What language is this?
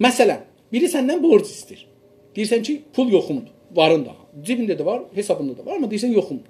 South Azerbaijani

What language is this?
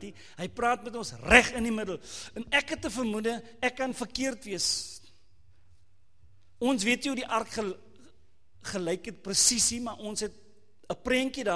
Afrikaans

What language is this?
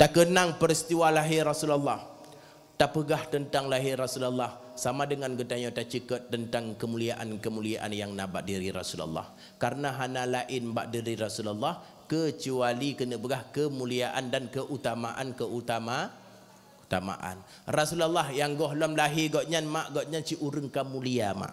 Achinese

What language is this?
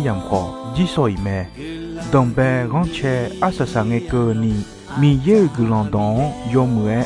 Akha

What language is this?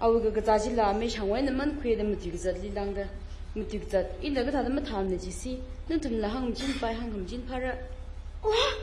Tangkhul Naga (India)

